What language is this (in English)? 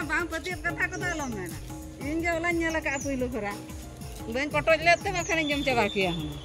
Santali